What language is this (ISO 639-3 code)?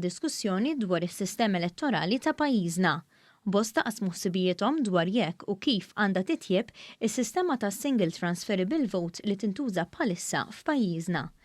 mlt